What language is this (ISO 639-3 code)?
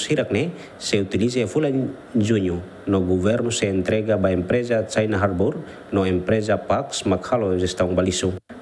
tet